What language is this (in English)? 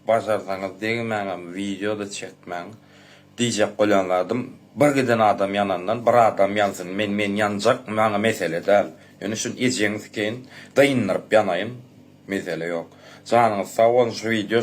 Turkmen